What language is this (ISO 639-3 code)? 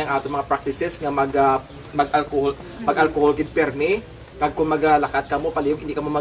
hil